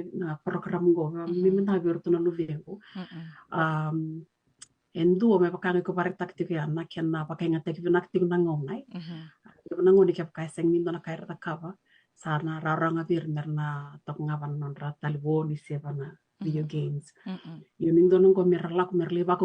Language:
Fijian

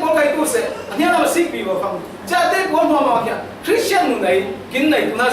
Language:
Falam Chin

